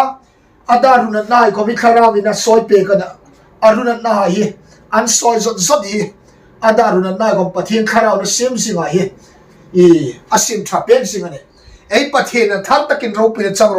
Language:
Hmar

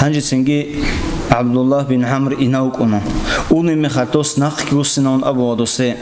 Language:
Avaric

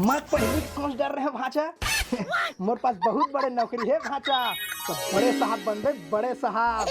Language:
Chhattisgarhi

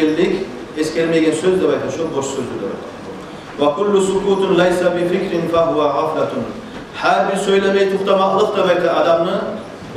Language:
Kumyk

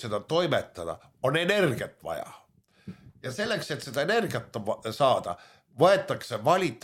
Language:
Estonian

